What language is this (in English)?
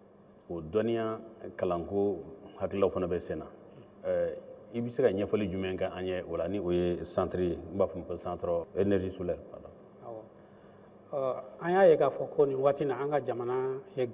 Bambara